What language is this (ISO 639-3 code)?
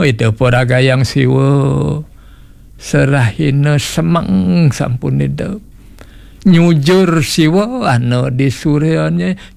ban